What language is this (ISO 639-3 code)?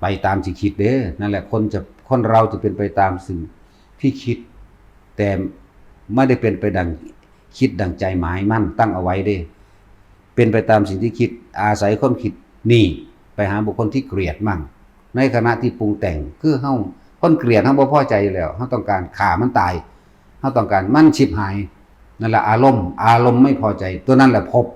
tts